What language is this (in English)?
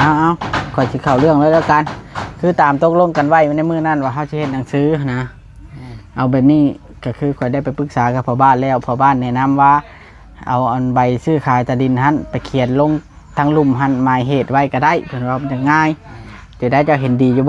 Northeastern Thai